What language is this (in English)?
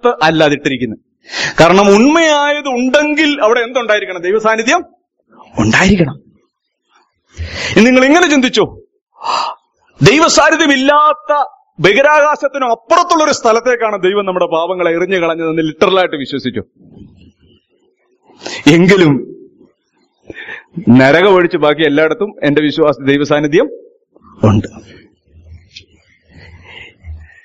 Malayalam